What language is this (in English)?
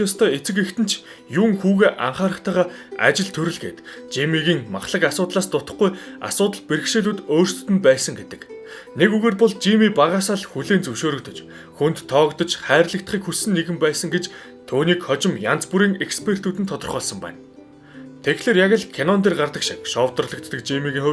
Mongolian